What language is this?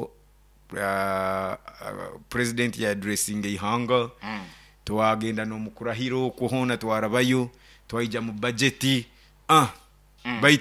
Nyoro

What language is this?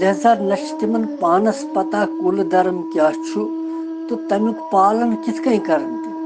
Kashmiri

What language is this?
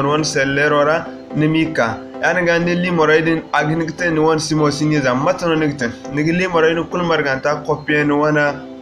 Zarma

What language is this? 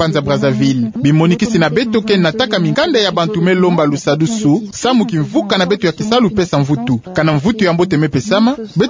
Kituba (Democratic Republic of Congo)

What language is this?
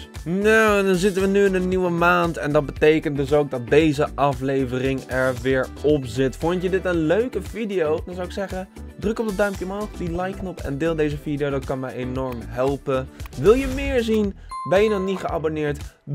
Dutch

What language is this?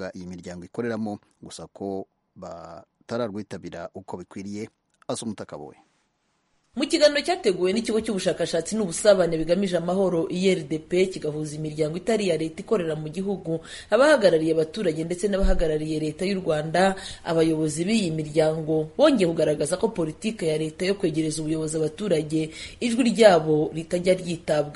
Kinyarwanda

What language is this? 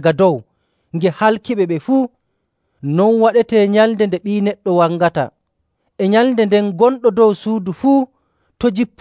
Nigerian Fulfulde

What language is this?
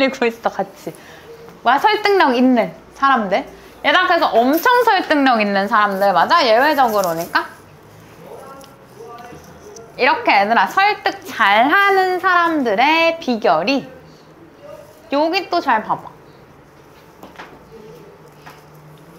Korean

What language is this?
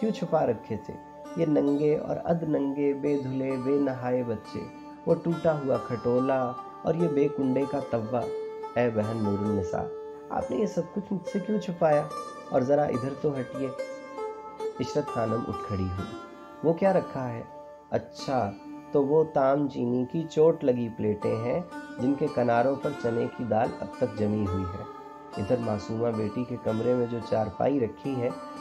Urdu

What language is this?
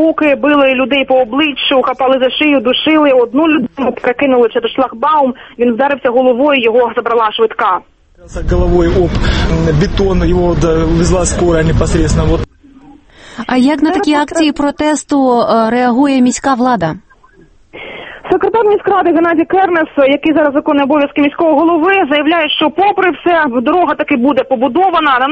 Ukrainian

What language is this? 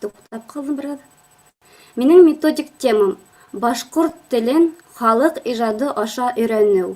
Bashkir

